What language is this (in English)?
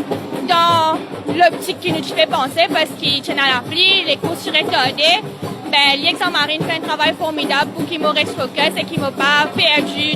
Morisyen